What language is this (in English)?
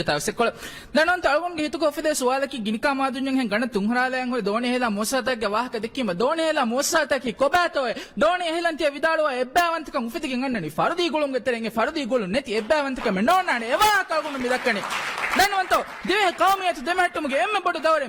Divehi